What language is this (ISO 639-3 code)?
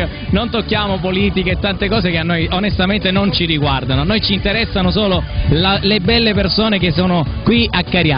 ita